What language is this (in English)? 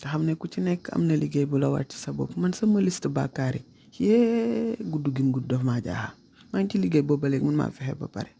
Wolof